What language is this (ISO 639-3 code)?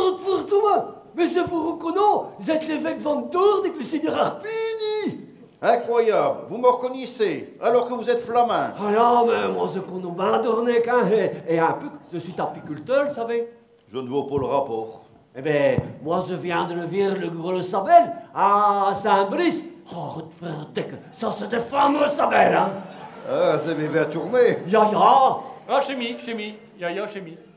pcd